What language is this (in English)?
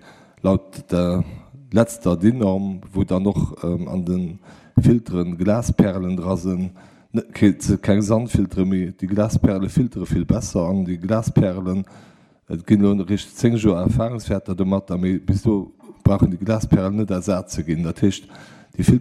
Luxembourgish